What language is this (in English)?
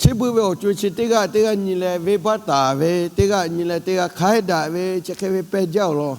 Lahu